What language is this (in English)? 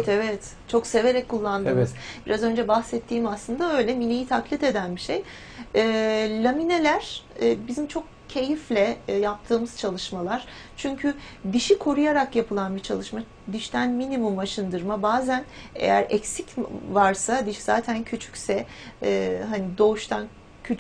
Turkish